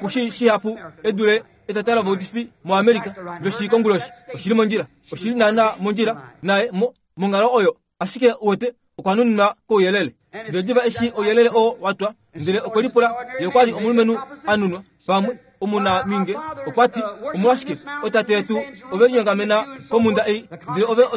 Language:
Kuanyama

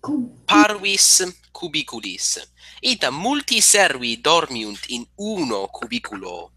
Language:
Latin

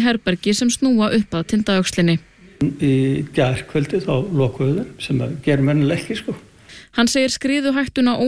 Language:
Icelandic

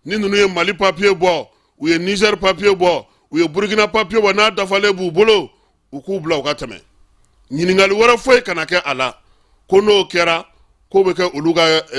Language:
Bambara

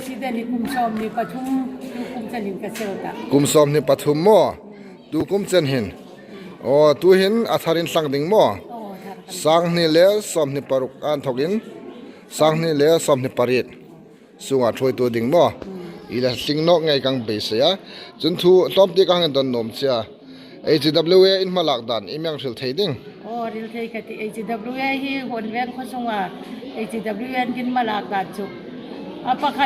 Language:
Hmar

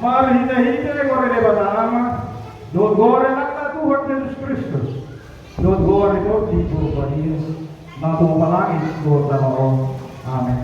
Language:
Batak Toba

